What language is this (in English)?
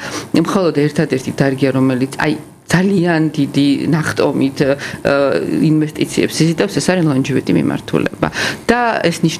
Georgian